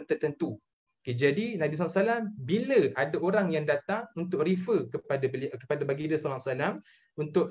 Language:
Malay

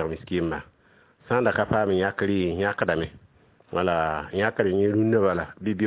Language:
Mossi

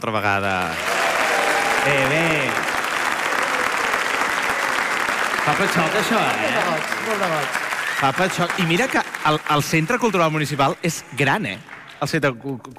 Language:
Catalan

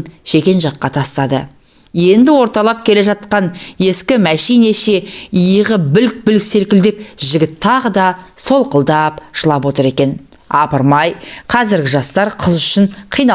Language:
Kazakh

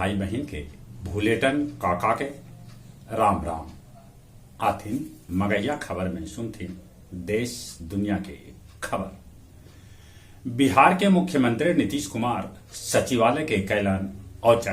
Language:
Magahi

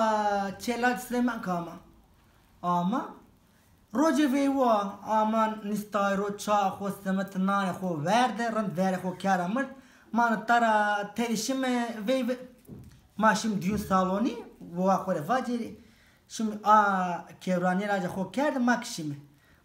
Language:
Zaza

